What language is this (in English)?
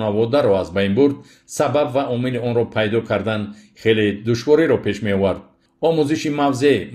Tajik